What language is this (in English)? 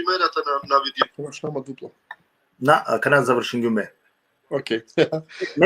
Balkan Romani